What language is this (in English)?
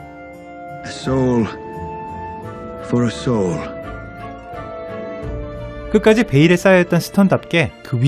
Korean